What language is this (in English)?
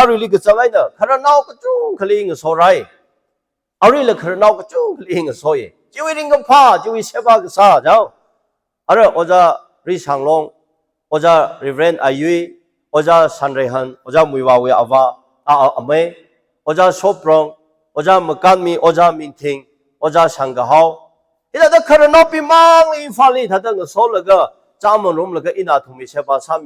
Tangkhul Naga (India)